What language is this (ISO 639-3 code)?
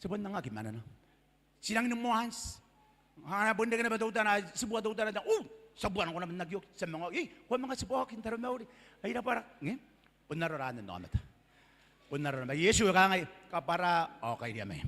gil